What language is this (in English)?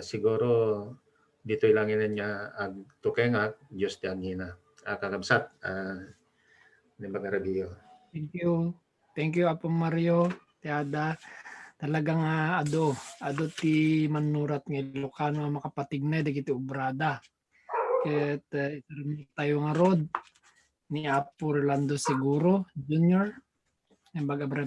Iloko